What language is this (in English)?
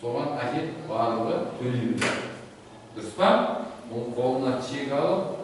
Kazakh